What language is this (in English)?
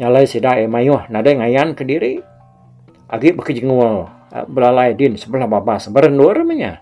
Iban